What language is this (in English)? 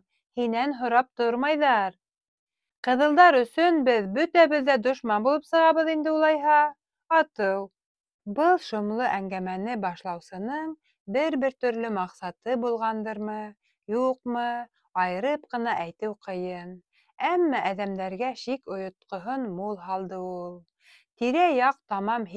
Bashkir